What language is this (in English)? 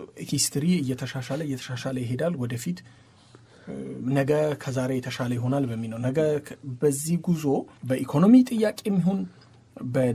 Amharic